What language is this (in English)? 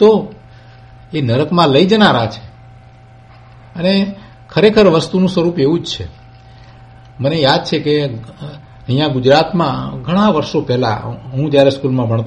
Gujarati